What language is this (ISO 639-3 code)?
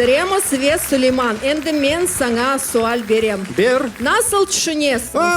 crh